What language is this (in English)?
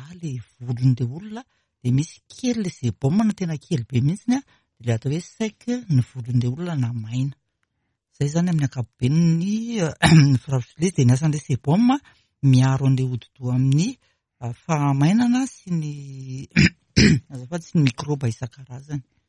Malagasy